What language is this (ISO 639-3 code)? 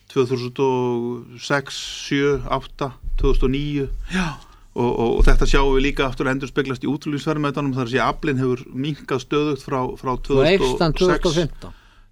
isl